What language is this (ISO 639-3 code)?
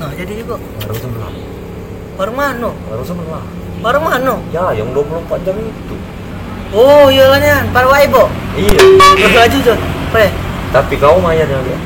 mui